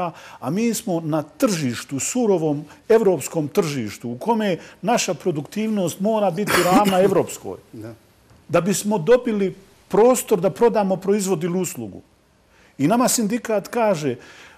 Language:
Bosnian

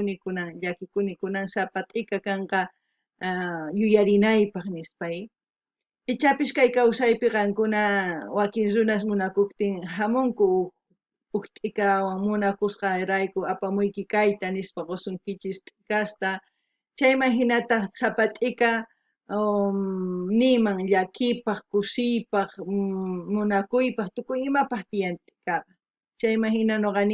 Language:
South Bolivian Quechua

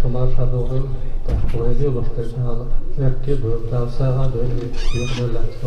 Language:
Chechen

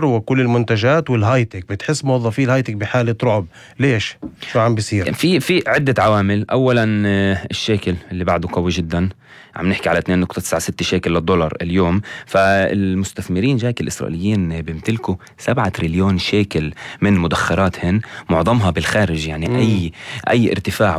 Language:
North Levantine Arabic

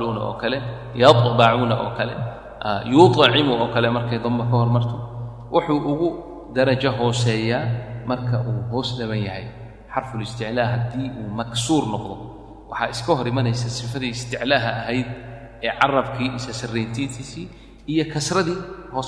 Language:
Somali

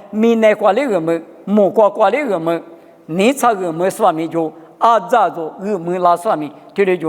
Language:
Lisu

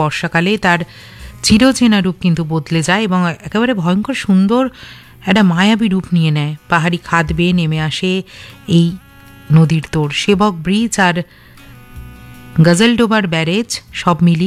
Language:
Bangla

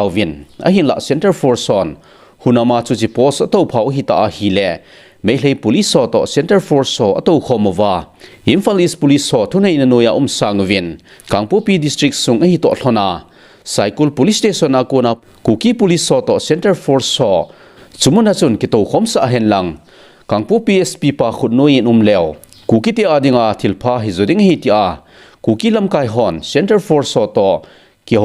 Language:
Thado Chin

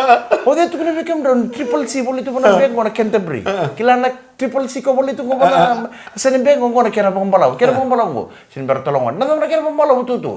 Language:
Fijian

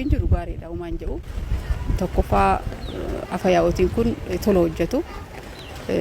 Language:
Oromo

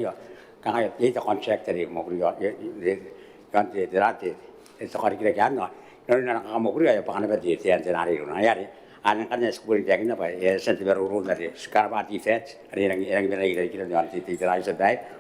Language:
Gilbertese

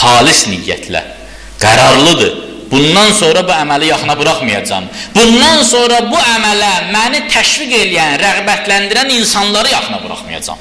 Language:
Azerbaijani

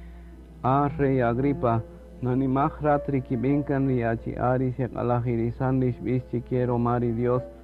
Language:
Kaqchikel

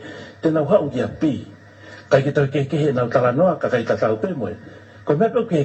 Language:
Tongan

